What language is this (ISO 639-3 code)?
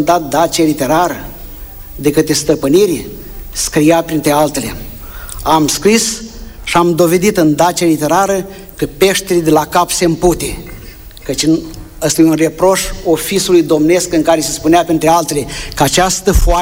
ron